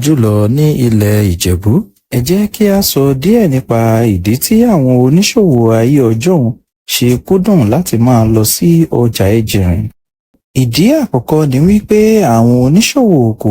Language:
Yoruba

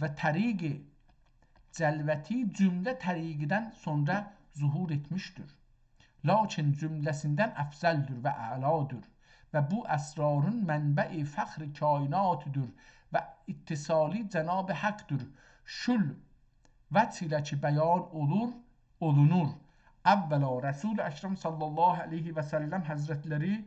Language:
South Azerbaijani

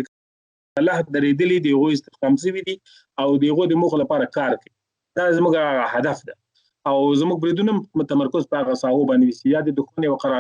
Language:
Pashto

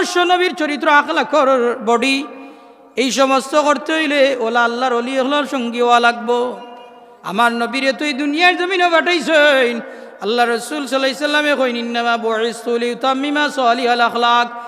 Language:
Sylheti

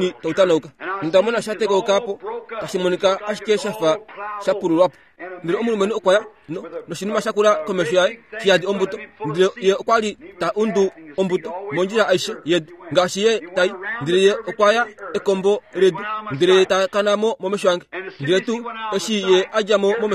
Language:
Kuanyama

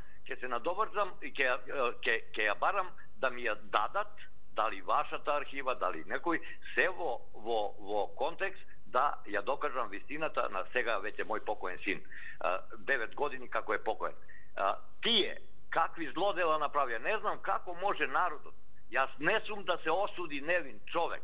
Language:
Macedonian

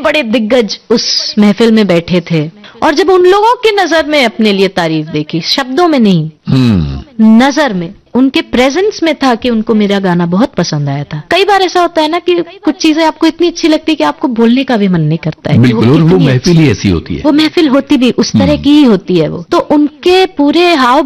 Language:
Hindi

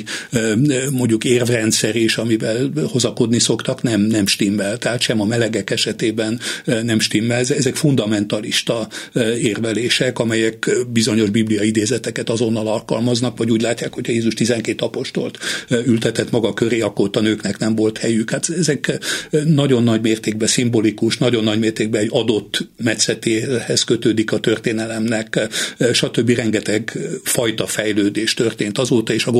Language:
Hungarian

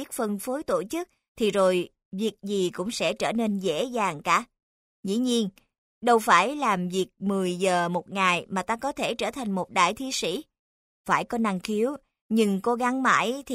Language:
Vietnamese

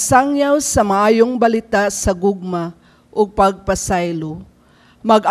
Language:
Cebuano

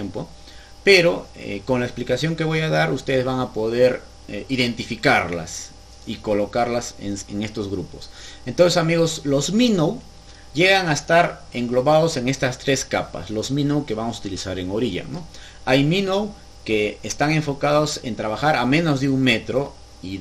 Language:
Spanish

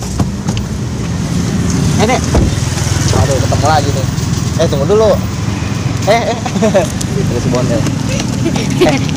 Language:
Indonesian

